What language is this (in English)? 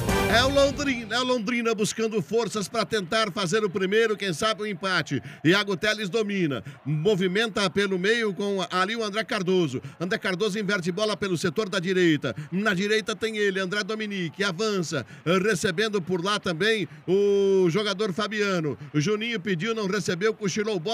Portuguese